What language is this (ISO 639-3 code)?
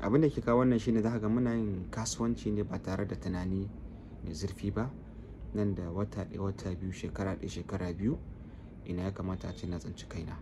hau